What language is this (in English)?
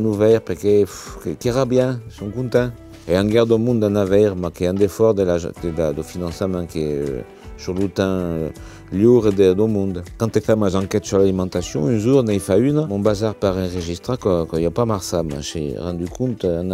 Occitan